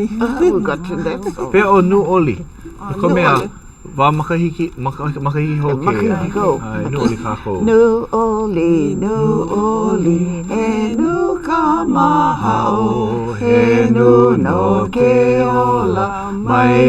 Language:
Hawaiian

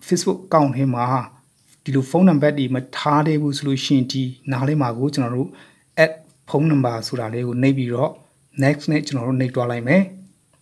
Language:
Burmese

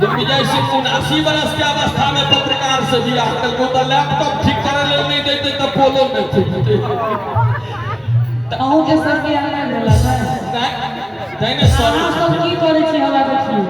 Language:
Maithili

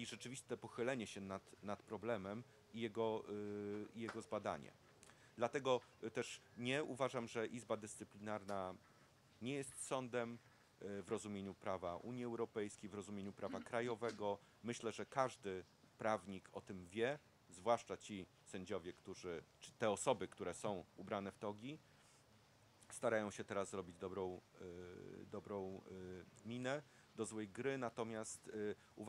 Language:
Polish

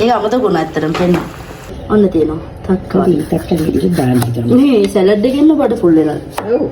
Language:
Sinhala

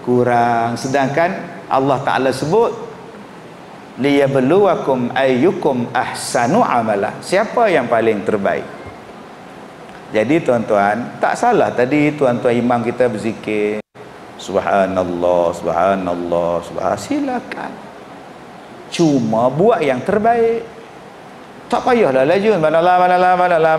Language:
Malay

